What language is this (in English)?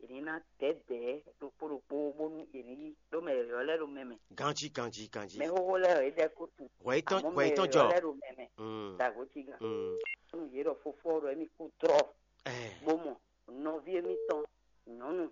Fon